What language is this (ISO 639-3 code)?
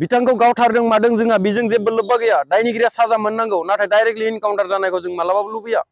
brx